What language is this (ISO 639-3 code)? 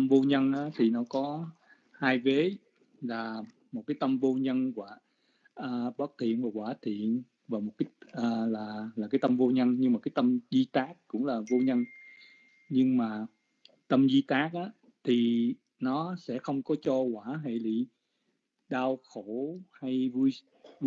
vie